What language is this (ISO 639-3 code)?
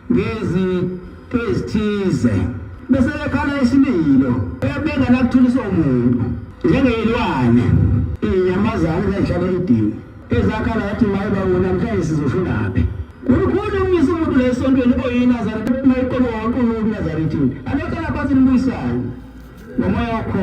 zul